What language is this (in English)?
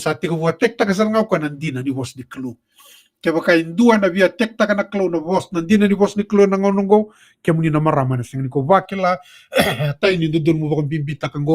Fijian